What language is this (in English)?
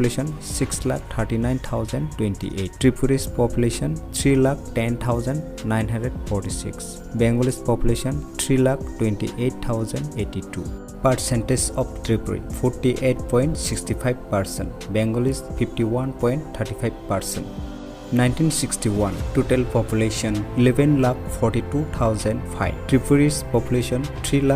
Kok Borok